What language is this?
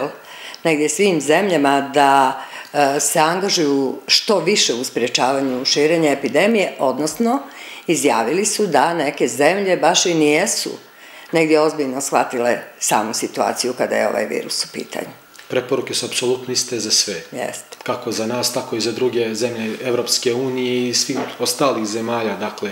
Serbian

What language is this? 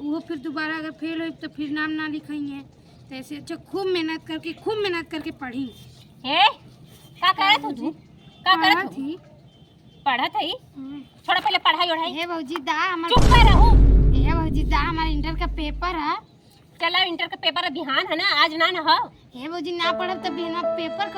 Awadhi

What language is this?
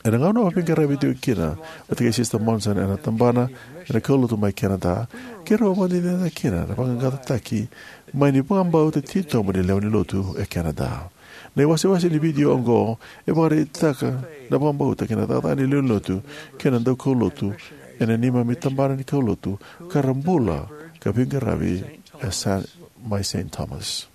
Fijian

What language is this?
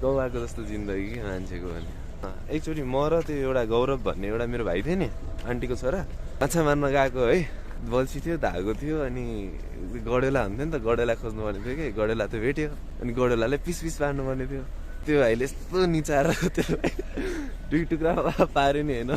Nepali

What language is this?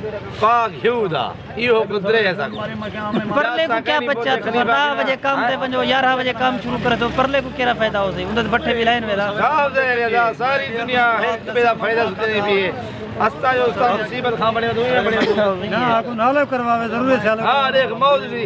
Saraiki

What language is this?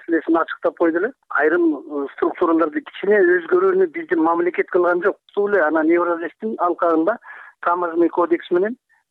Kyrgyz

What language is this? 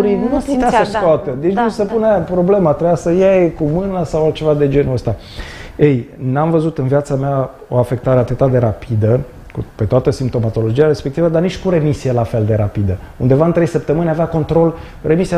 Romanian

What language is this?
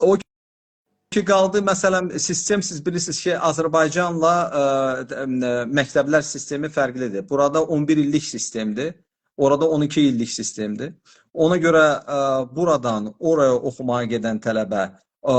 Azerbaijani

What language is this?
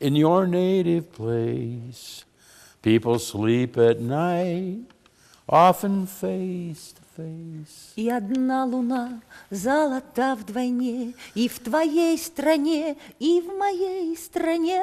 Udmurt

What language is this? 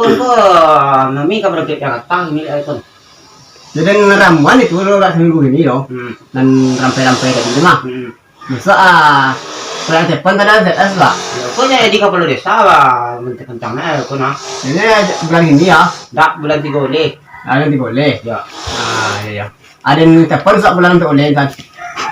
Minangkabau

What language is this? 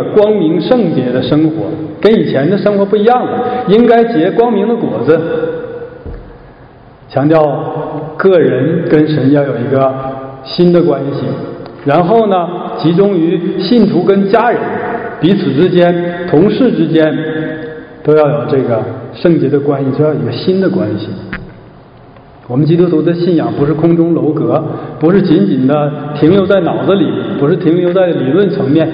Chinese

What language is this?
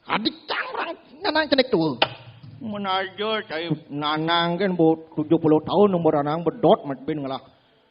Balinese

